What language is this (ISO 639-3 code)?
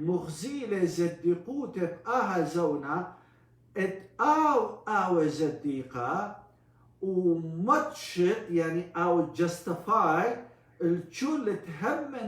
aii